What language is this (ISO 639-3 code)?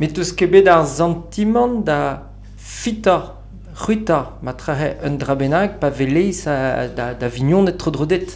bre